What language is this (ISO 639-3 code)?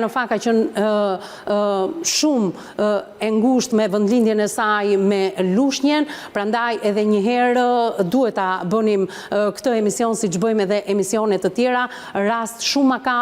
sqi